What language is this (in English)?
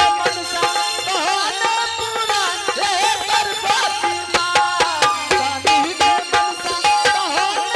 Angika